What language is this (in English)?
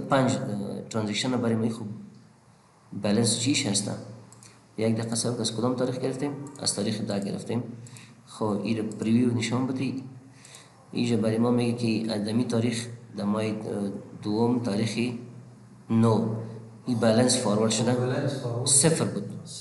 Persian